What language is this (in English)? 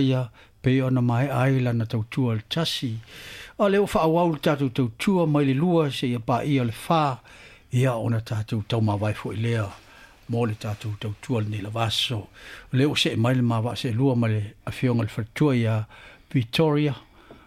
Samoan